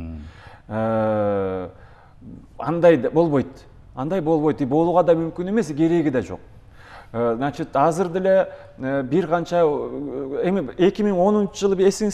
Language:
Kyrgyz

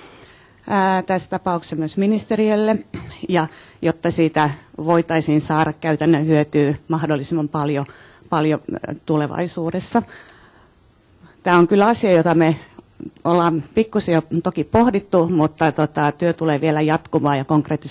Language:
Finnish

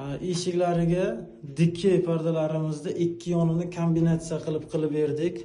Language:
Uzbek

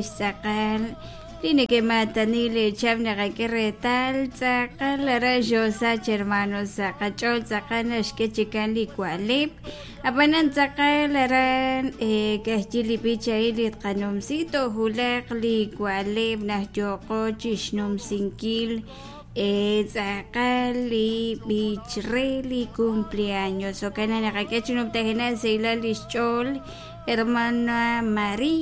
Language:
Kekchí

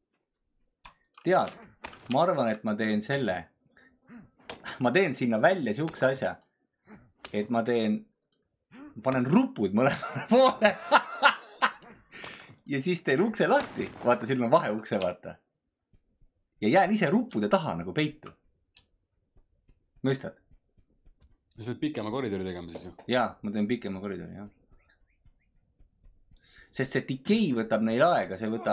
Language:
Estonian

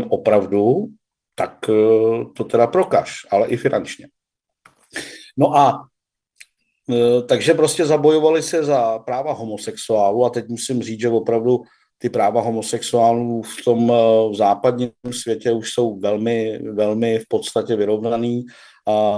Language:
Czech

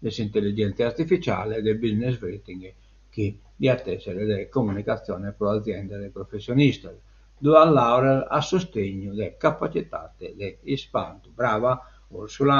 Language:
Sardinian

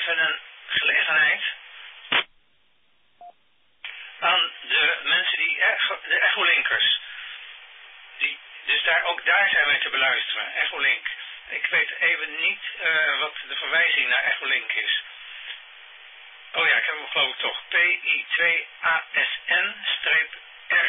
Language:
Dutch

